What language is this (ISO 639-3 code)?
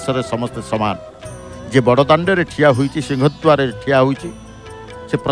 ori